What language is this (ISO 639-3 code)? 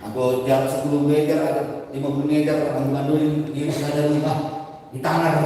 bts